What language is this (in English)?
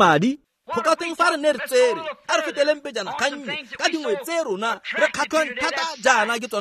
Tswana